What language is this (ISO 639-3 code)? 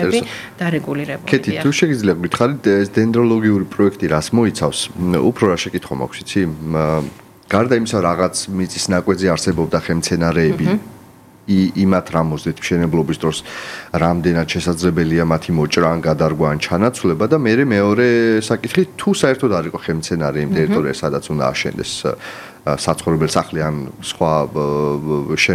kat